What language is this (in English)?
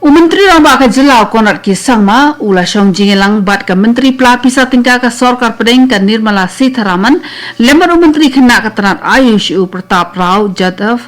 Khasi